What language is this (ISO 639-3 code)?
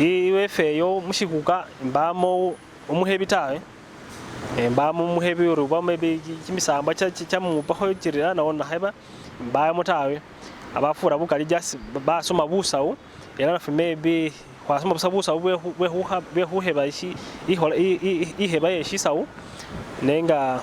myx